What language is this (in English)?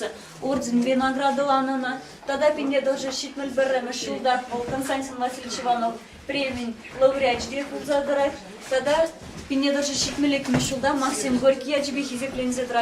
Chuvash